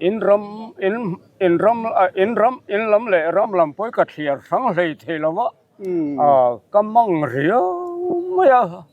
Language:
Mizo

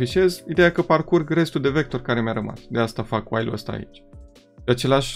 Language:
Romanian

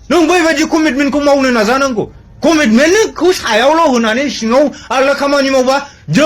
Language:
Bodo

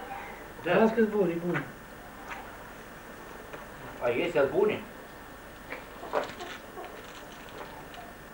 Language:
Romanian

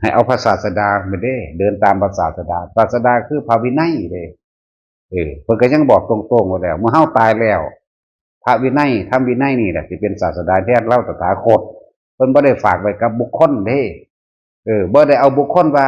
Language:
Northeastern Thai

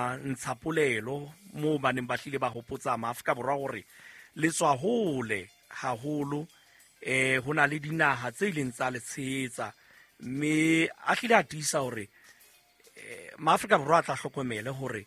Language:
Southern Sotho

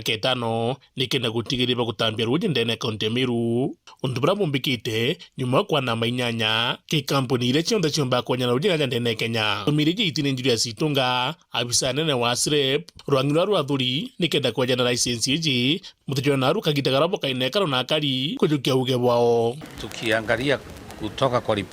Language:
Meru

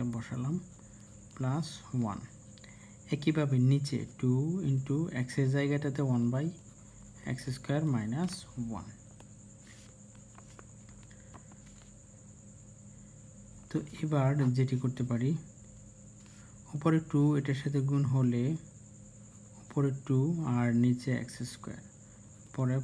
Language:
Bangla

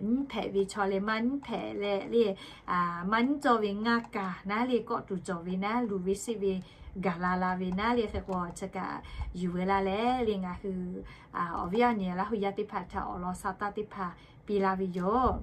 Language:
Lahu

